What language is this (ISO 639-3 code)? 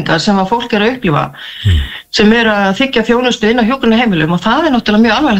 isl